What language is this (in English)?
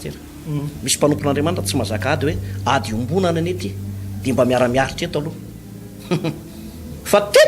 Malagasy